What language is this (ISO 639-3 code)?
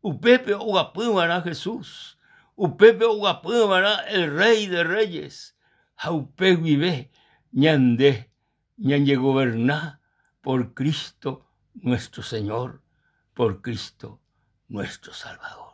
grn